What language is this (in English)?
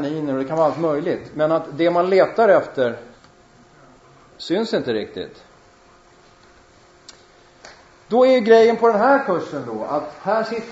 Swedish